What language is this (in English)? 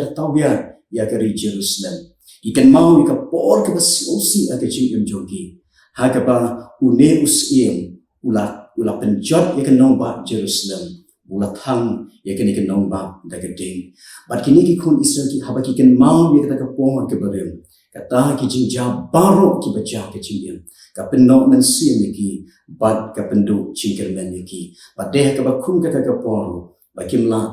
Khasi